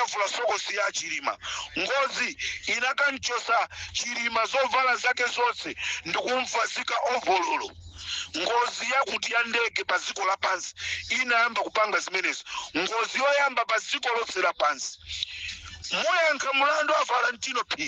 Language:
Nyanja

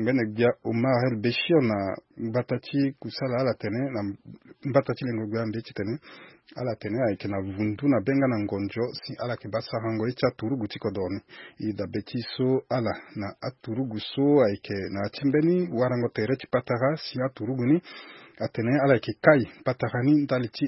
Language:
Sango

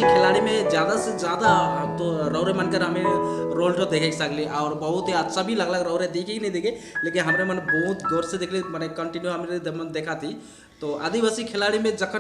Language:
Sadri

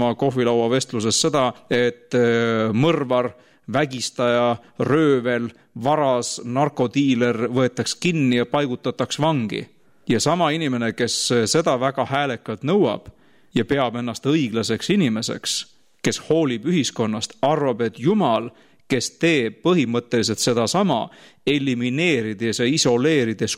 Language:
Estonian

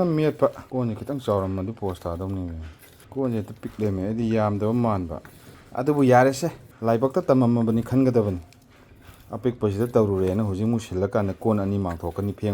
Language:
Manipuri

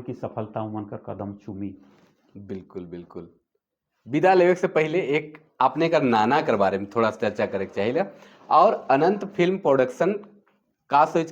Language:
Sadri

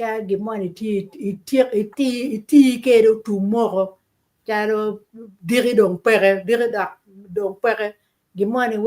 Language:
Acoli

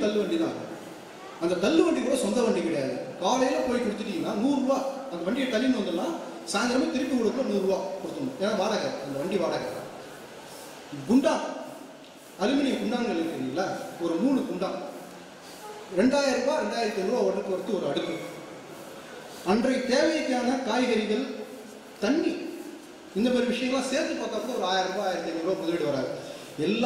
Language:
Tamil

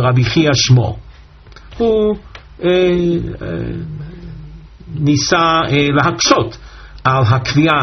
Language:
Hebrew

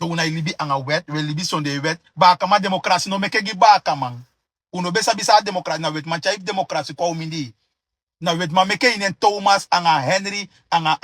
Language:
Sranan Tongo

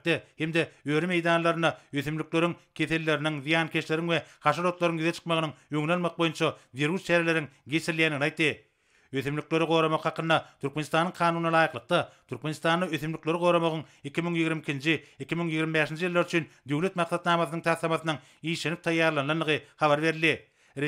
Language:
Turkmen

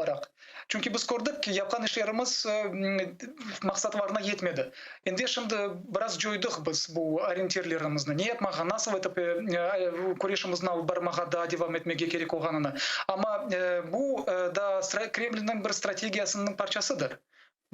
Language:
Crimean Tatar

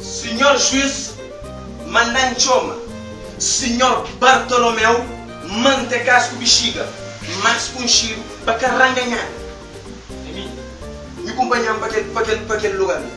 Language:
Kabuverdianu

